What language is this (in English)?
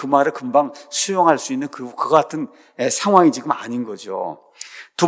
Korean